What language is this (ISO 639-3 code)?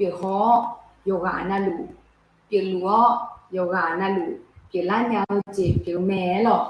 ahk